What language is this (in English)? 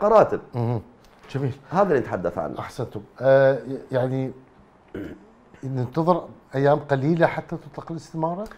Arabic